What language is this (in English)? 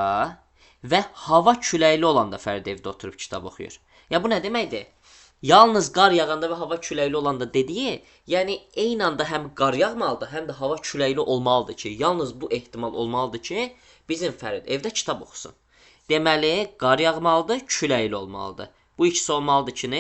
Azerbaijani